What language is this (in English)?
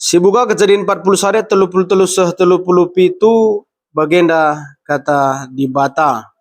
Batak Karo